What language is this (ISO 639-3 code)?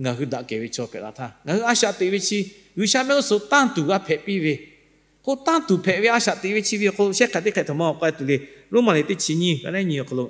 lhu